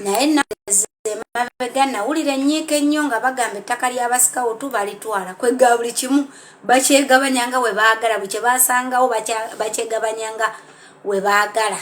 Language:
Ganda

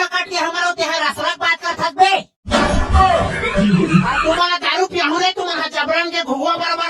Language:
Chhattisgarhi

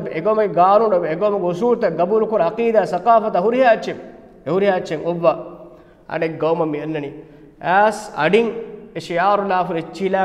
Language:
Divehi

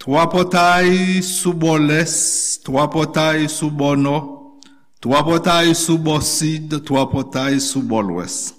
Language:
Haitian Creole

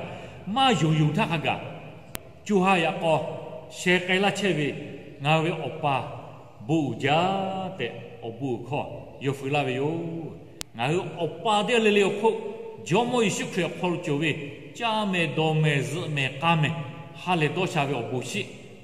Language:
Lahu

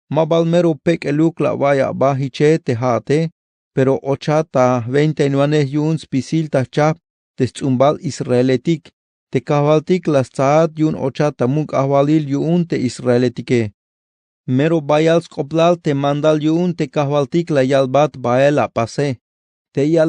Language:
Tzeltal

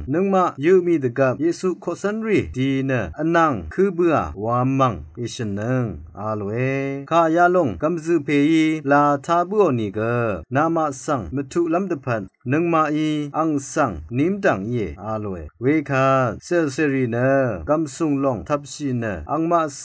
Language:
Rawang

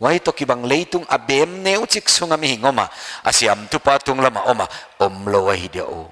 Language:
Paite Chin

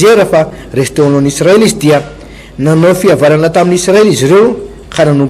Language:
Malagasy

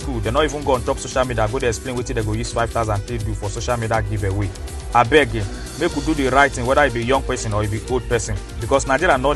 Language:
Nigerian Pidgin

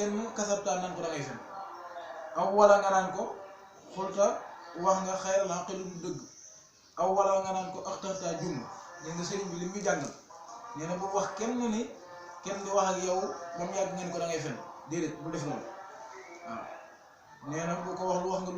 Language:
Wolof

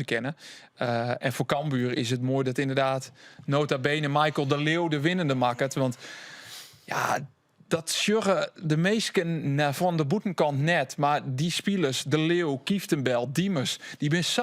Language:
Western Frisian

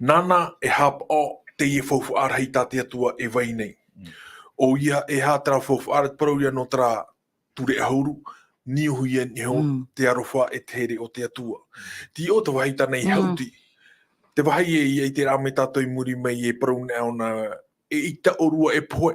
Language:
Tahitian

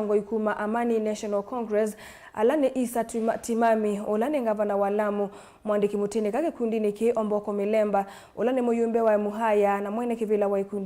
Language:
Kamba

